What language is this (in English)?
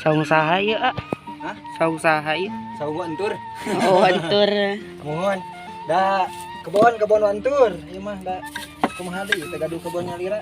Sundanese